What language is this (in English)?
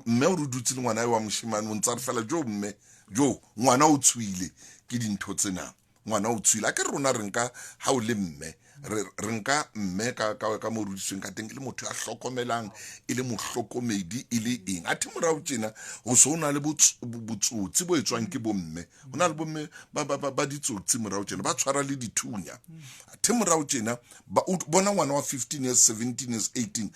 Southern Sotho